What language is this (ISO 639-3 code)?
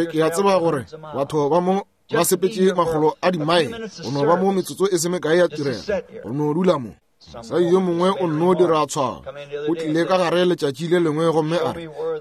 nso